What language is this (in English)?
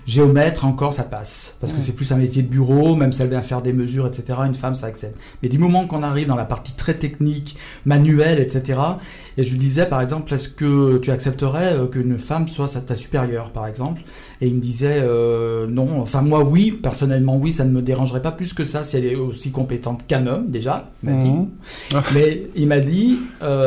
French